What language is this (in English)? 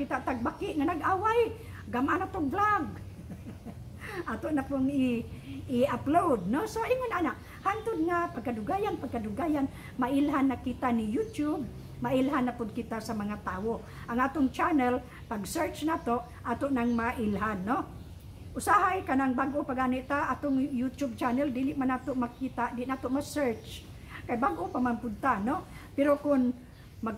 Cebuano